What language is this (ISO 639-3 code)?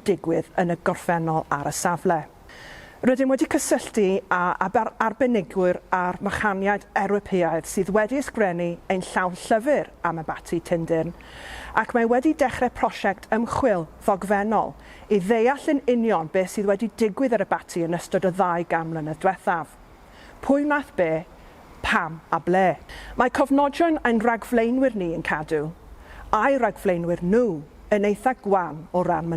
cym